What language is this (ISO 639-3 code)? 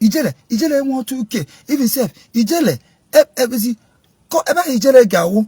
ibo